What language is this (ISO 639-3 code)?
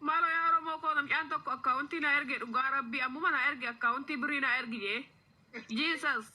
orm